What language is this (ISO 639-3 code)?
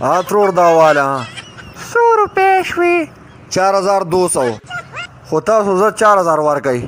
pus